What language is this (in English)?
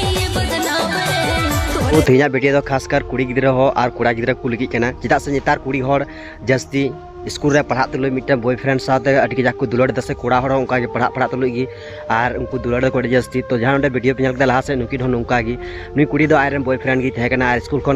Santali